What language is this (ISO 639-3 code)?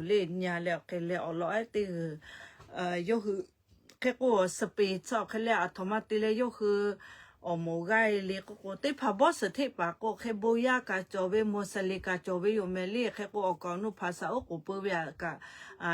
lhu